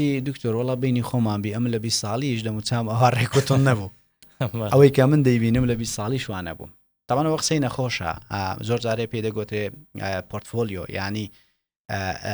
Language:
Central Kurdish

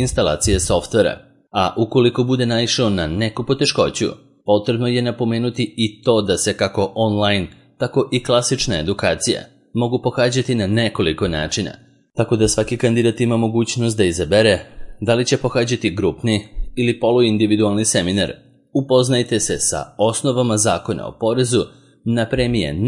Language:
Serbian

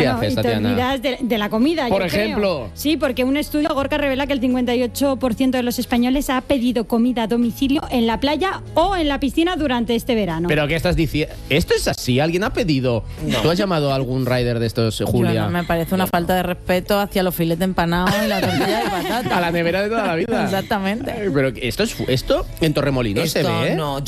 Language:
Spanish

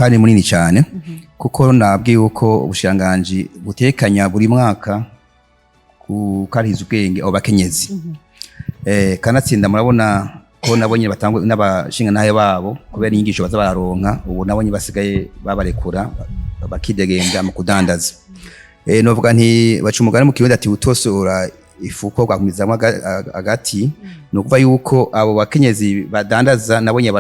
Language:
Rundi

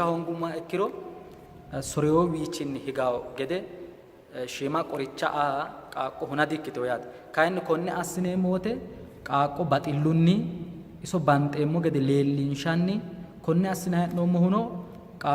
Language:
Sidamo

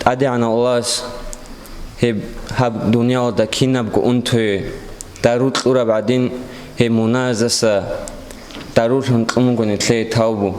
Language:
Avaric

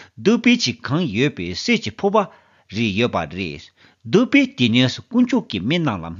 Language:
Tibetan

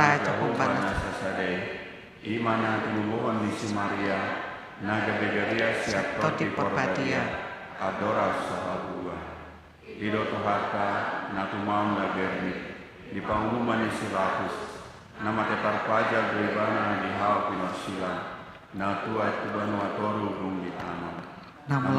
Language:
Batak Toba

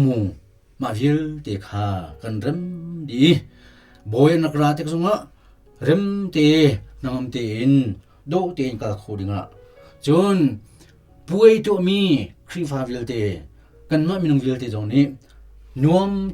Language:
Hakha Chin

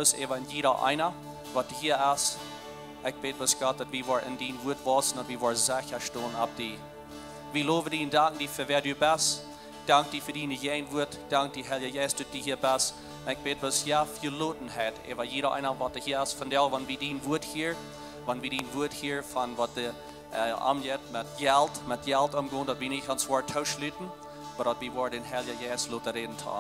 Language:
Plautdietsch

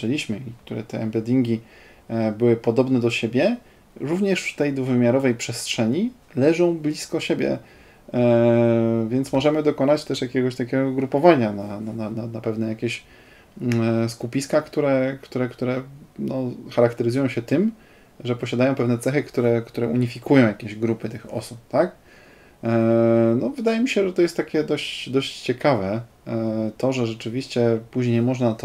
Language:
Polish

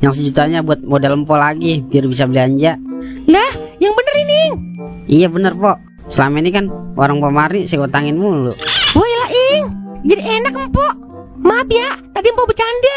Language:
Betawi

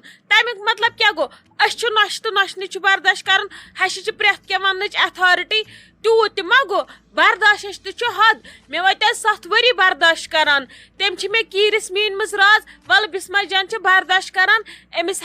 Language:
Kashmiri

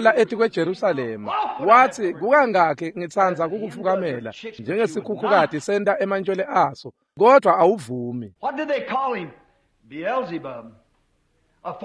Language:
Swati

